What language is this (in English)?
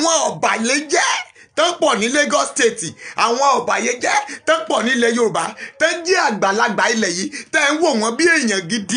Yoruba